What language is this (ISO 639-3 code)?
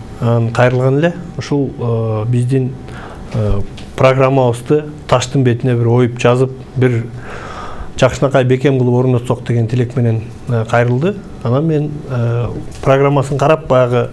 kir